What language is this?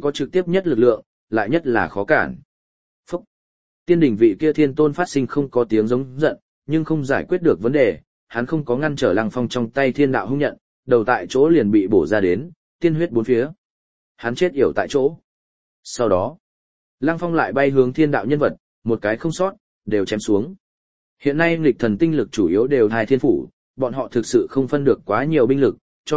Vietnamese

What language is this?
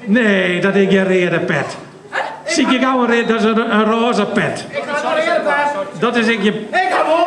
Western Frisian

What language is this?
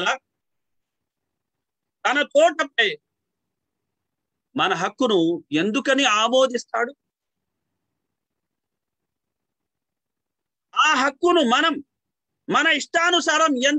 Telugu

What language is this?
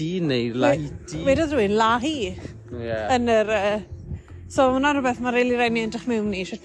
Welsh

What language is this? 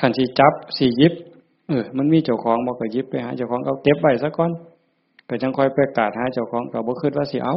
Northeastern Thai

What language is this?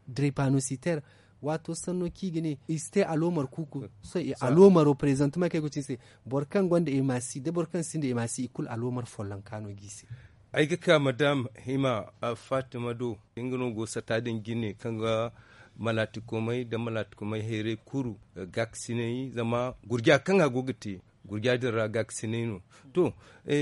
Zarma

